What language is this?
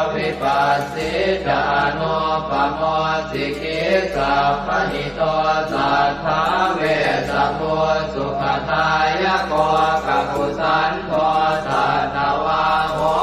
Pali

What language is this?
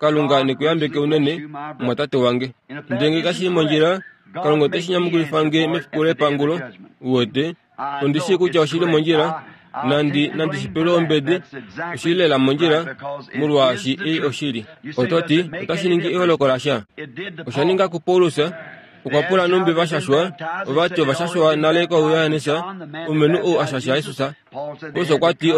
Kuanyama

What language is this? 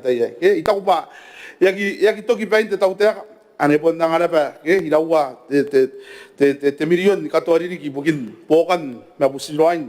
Gilbertese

